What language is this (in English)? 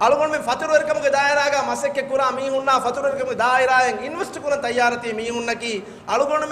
Divehi